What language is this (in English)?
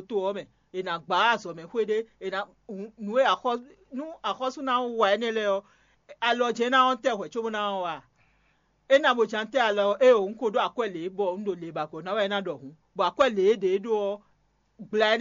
Fon